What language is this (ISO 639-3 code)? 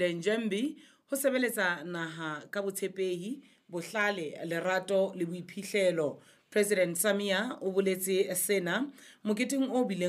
sot